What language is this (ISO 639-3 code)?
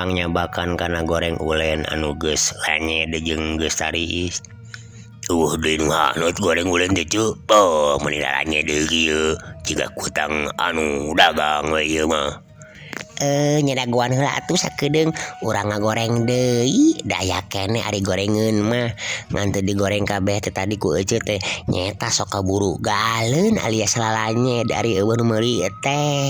sun